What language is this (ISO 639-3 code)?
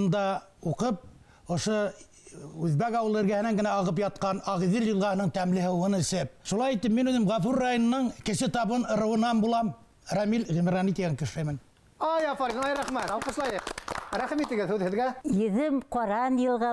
bak